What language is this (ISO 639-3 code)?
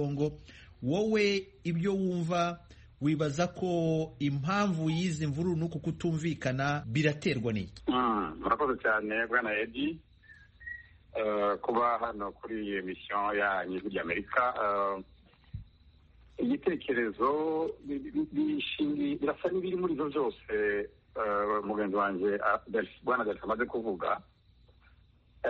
kin